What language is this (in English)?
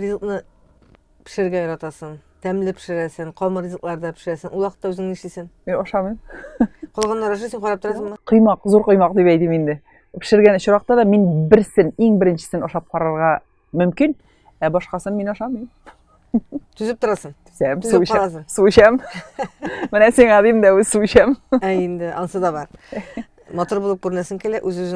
Tatar